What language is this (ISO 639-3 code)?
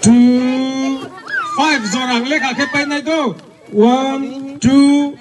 trp